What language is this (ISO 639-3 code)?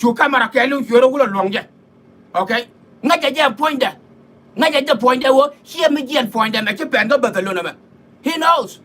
nus